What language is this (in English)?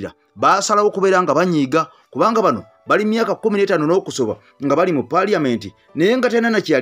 Ganda